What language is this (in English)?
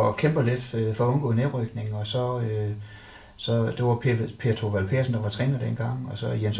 Danish